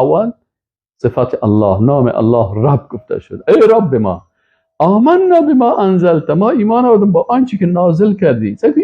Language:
Persian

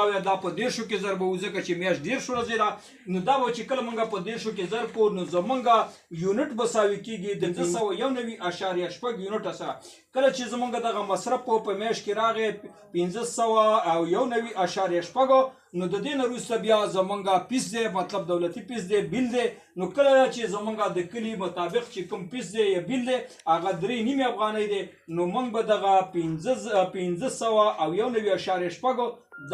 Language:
Pashto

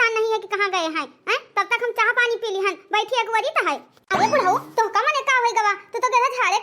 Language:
Awadhi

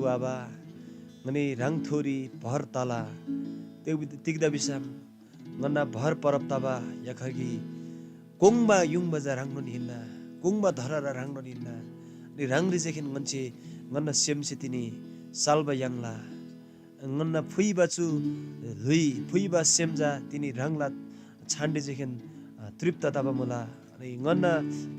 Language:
Eastern Tamang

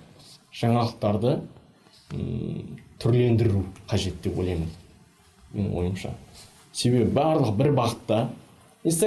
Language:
Kazakh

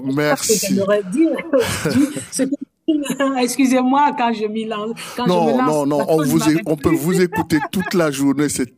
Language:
French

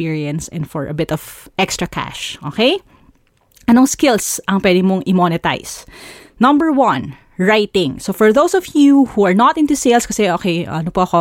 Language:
Filipino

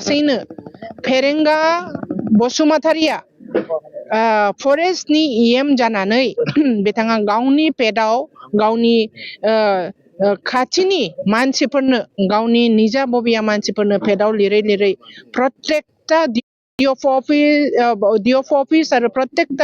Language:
Bodo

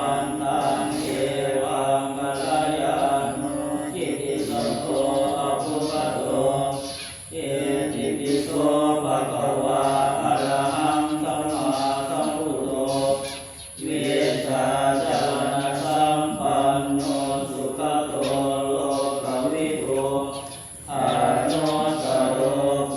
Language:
Pali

